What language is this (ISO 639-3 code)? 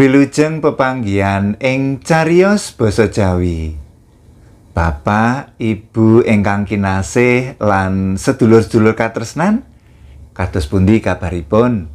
jav